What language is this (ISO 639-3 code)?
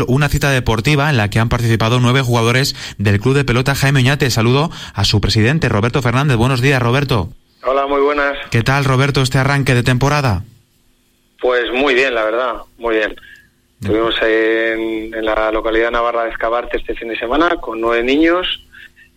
spa